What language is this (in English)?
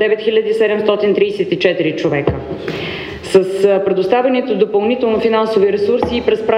Bulgarian